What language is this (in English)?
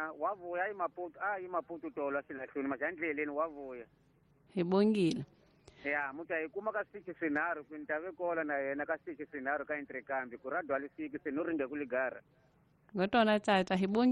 Tsonga